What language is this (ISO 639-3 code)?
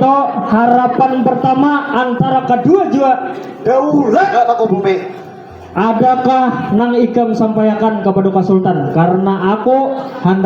bjn